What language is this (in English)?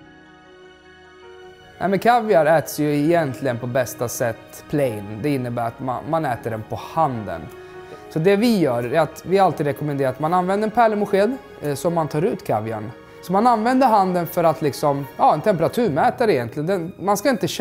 Swedish